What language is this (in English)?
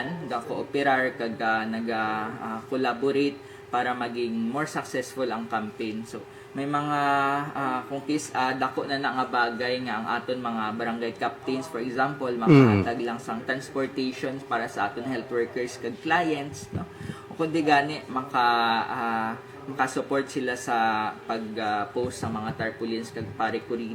Hiligaynon